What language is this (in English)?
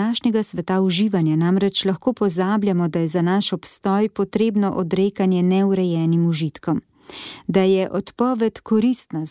Slovenian